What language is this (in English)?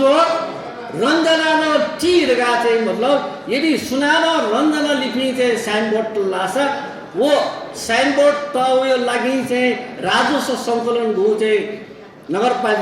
Newari